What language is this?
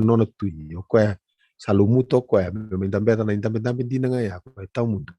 Fijian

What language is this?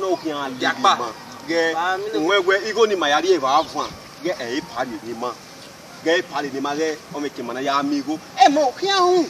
Bini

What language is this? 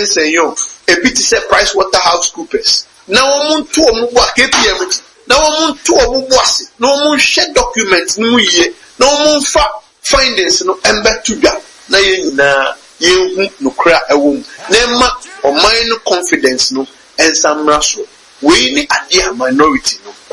Akan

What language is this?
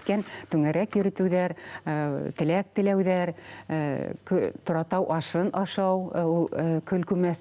Bashkir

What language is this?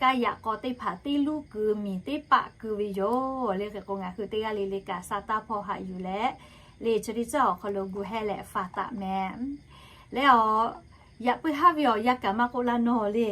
Lahu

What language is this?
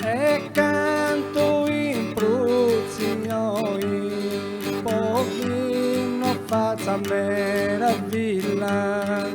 Sardinian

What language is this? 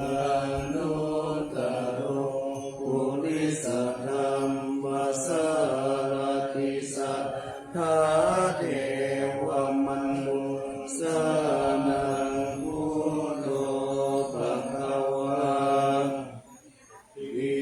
Pali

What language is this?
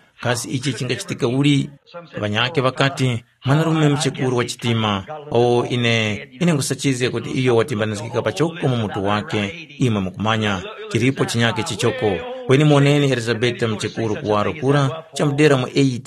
Tumbuka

